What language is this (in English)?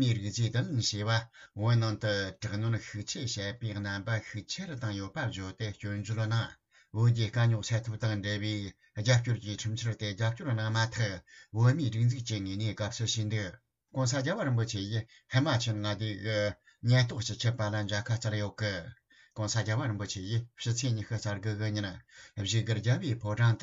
Tibetan